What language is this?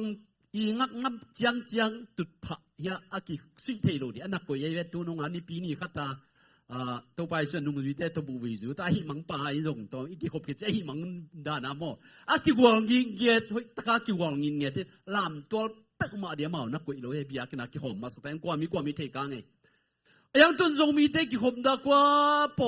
Tedim Chin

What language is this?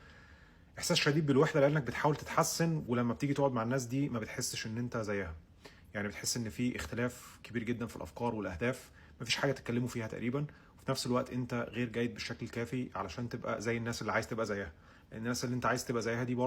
Egyptian Arabic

